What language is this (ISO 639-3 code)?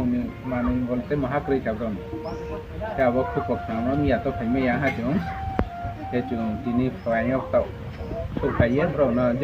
ria